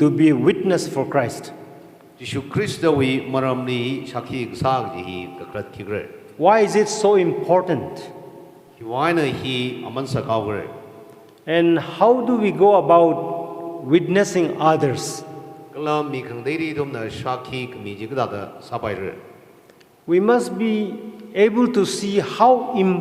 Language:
Tangkhul Naga (India)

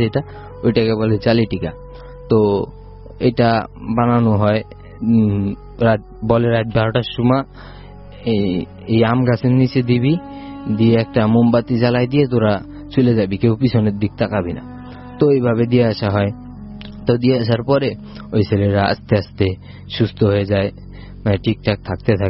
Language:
Bangla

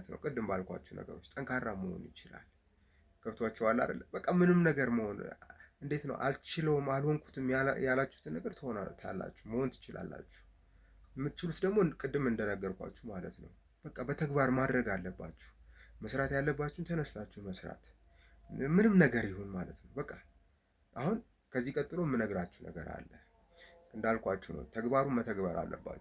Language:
Amharic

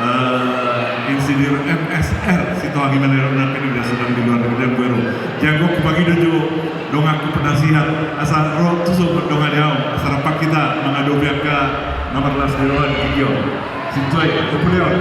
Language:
Batak Toba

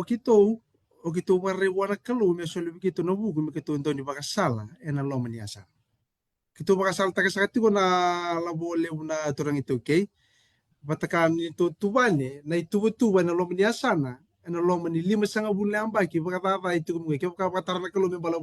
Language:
Fijian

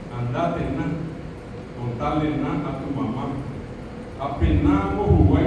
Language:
Guarani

